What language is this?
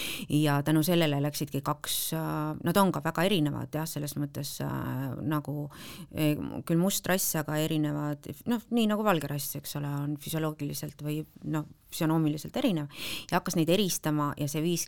Estonian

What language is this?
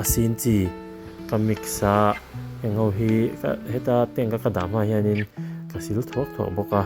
Mizo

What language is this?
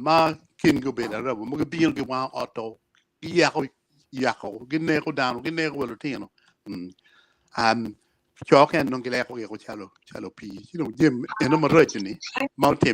Acoli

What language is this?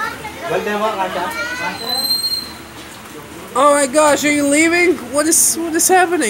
Filipino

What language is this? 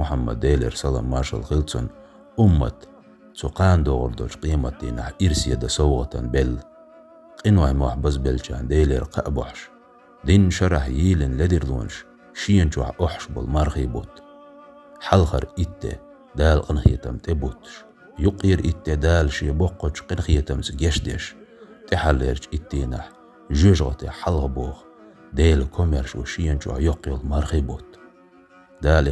Chechen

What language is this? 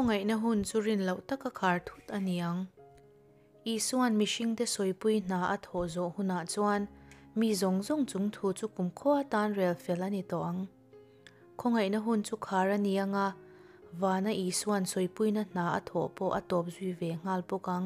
Mizo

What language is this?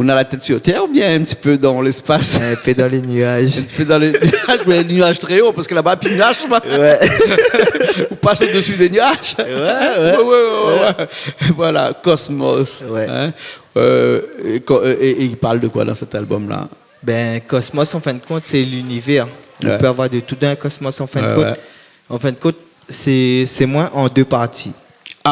Réunion Creole French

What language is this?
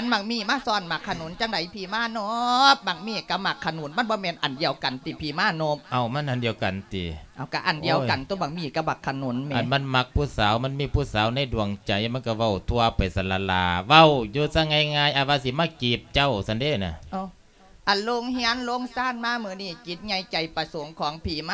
Lao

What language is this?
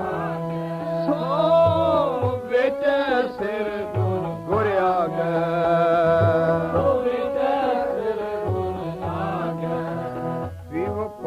Punjabi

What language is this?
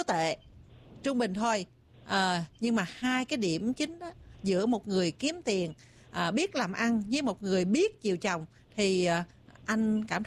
Vietnamese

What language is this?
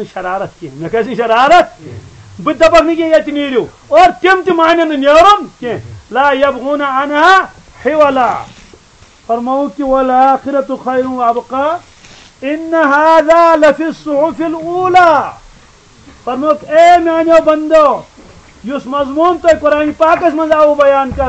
Kashmiri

